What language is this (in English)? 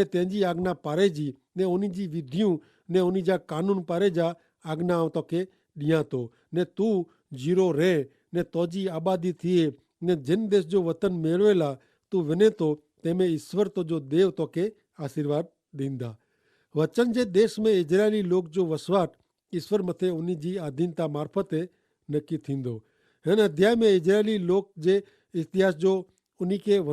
Kachhi